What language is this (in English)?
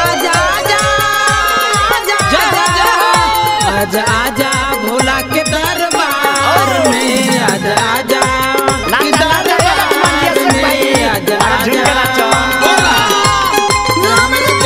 Bhojpuri